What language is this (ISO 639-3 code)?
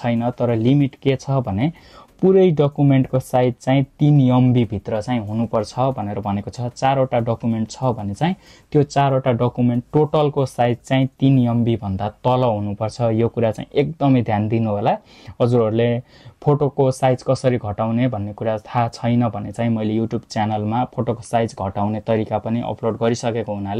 nep